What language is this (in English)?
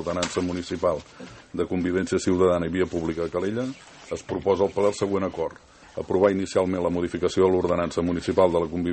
Catalan